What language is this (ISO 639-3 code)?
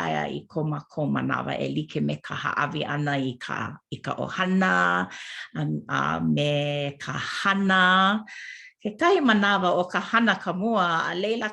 haw